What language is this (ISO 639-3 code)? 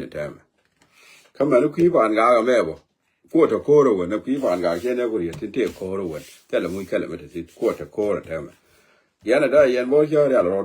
nus